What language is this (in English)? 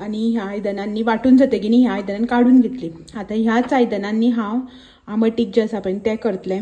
Konkani